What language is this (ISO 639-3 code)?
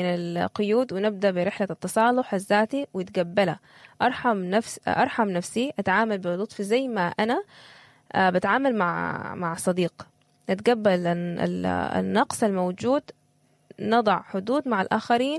apd